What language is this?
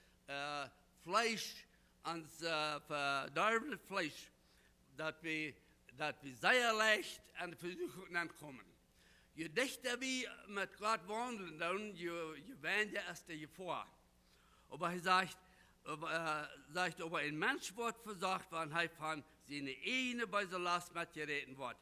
Plautdietsch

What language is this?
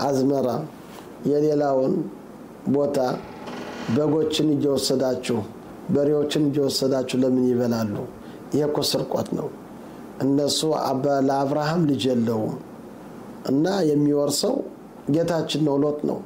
Amharic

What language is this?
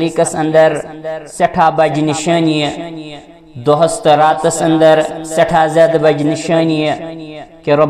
Kashmiri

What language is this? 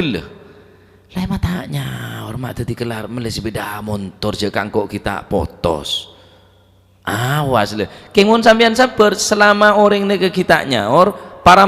Madurese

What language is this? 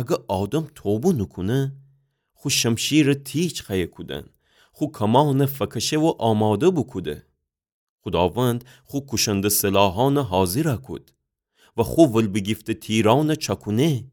Gilaki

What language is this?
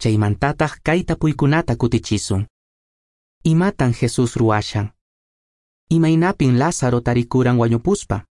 Quechua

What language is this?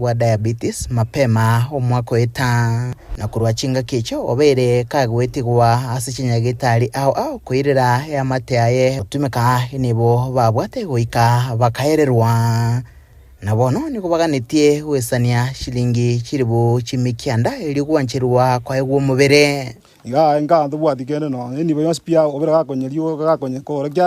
Gusii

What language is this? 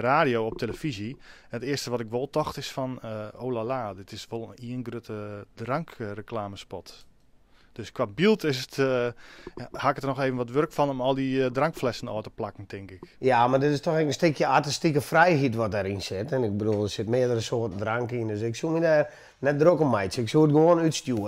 Western Frisian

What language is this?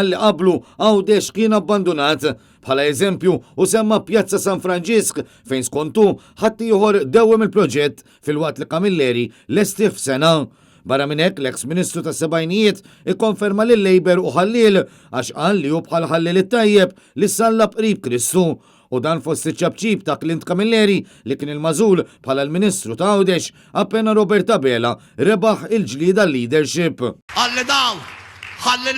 Maltese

